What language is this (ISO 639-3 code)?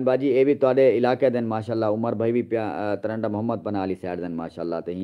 skr